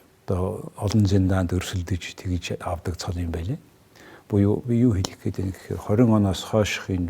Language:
Mongolian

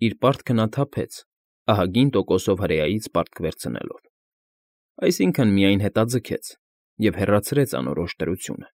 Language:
Armenian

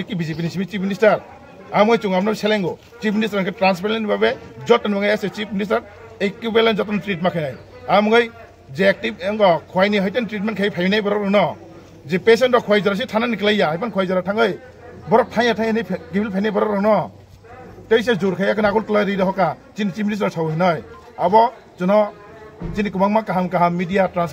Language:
Kok Borok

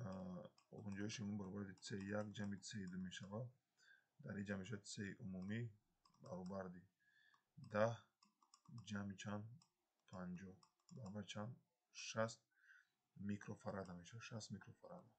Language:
Tajik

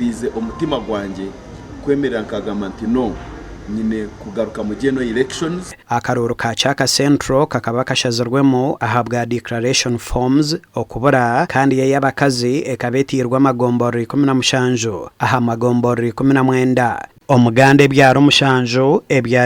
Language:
Nyankole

